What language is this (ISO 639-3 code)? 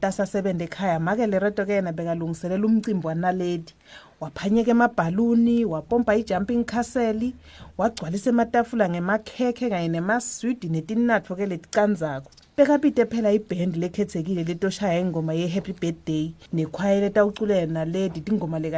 ssw